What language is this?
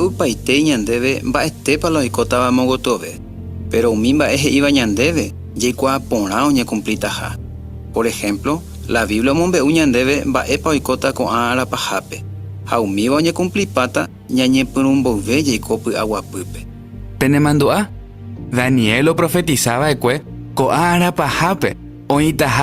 Guarani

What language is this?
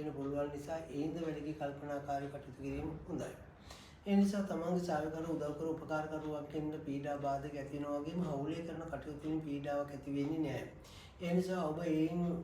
Sinhala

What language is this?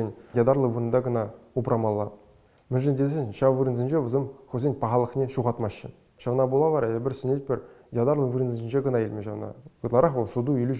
Chuvash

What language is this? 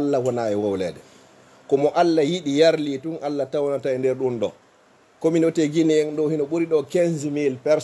Fula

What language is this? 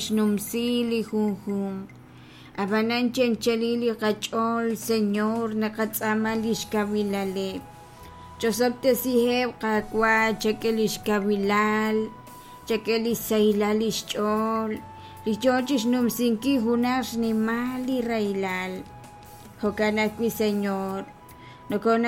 Kekchí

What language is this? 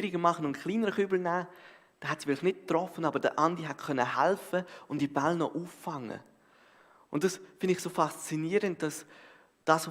Swiss German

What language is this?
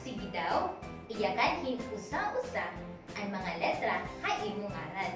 Waray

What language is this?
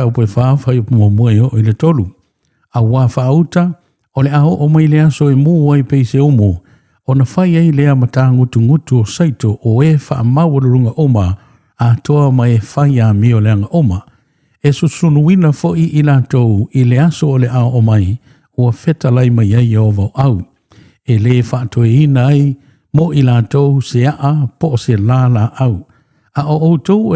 Samoan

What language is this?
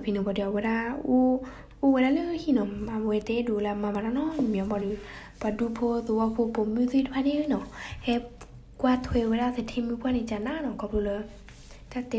S'gaw Karen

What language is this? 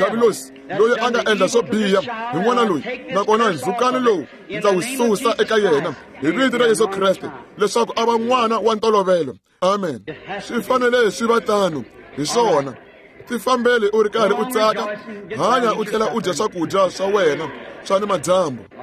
Tsonga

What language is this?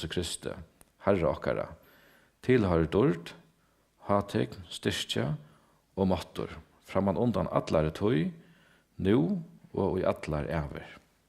Faroese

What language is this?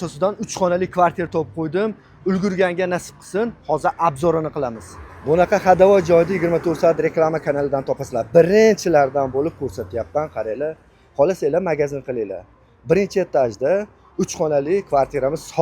Uzbek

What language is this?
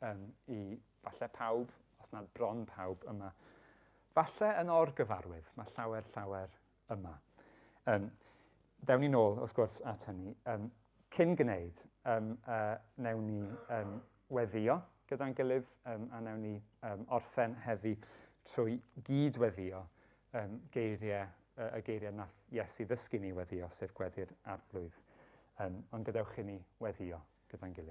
Welsh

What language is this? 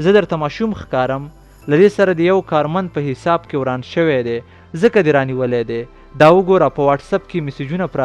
Pashto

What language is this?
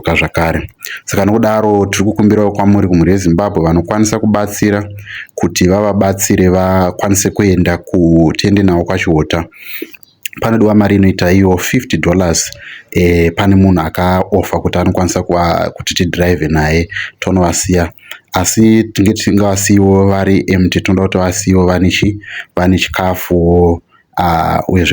Shona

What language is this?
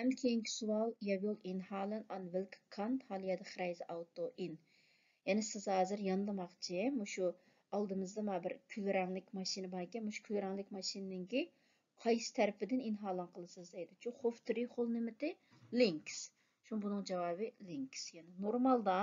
Uyghur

